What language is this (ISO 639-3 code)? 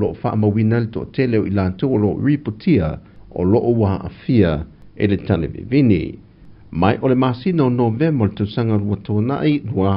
smo